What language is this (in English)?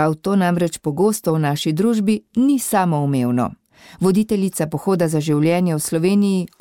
Slovenian